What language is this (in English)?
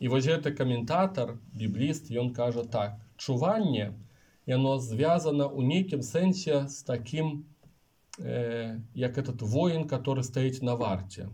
Belarusian